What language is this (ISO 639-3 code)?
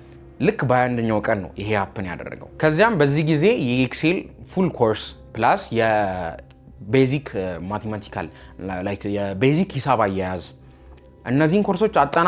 amh